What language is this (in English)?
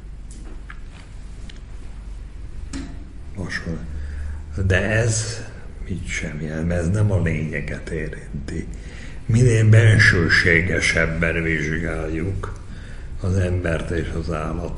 Hungarian